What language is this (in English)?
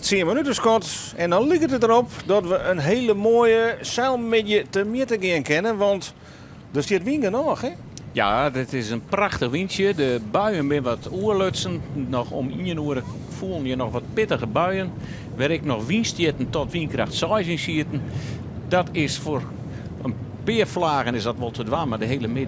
Western Frisian